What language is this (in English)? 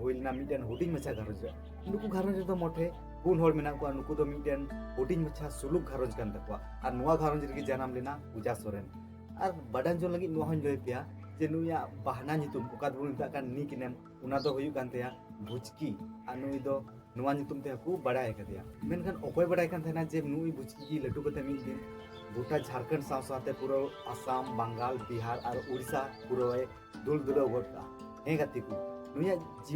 Santali